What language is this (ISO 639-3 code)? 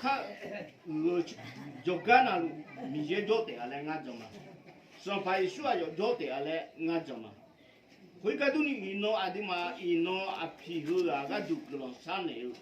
ahk